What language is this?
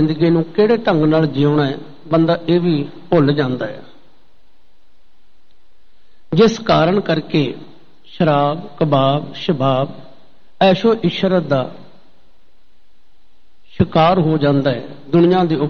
Punjabi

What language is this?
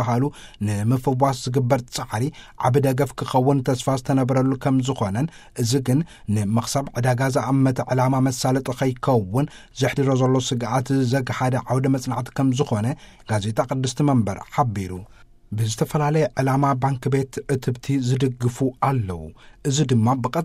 Tigrinya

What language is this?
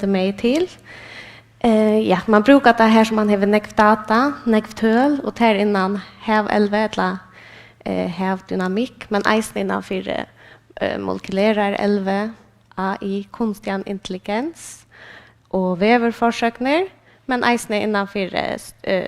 Faroese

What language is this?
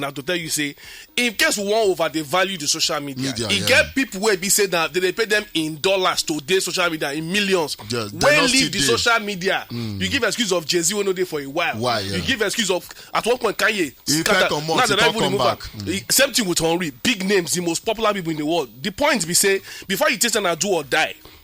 Nigerian Pidgin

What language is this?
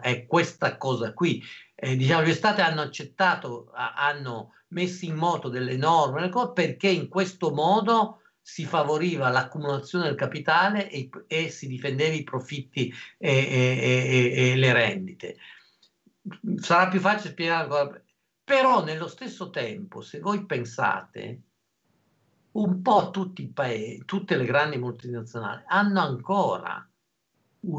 Italian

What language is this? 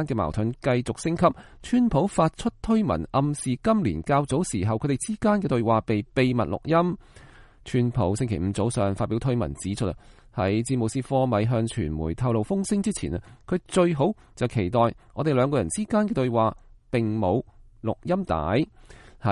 Cantonese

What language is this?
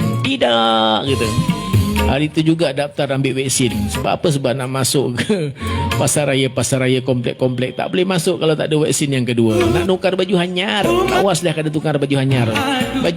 Banjar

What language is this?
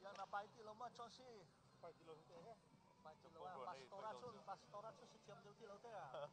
Hakha Chin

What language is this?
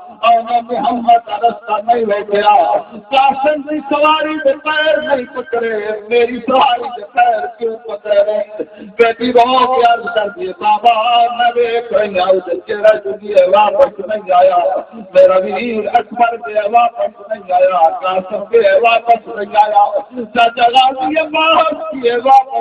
Saraiki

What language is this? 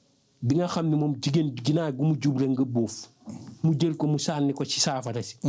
Wolof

